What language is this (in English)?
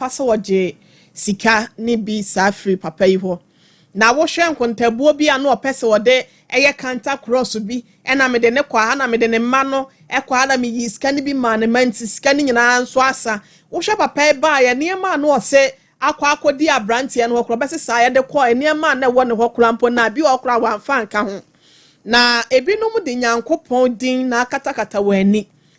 Akan